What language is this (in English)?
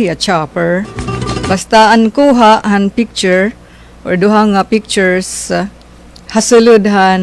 Waray